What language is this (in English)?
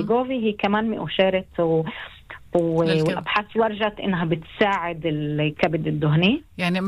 North Levantine Arabic